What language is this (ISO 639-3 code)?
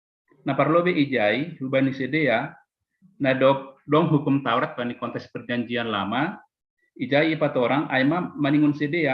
bts